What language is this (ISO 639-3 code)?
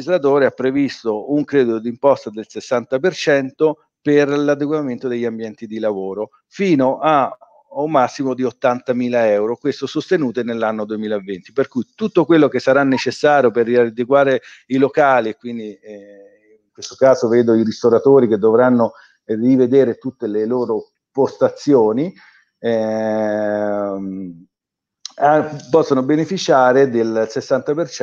ita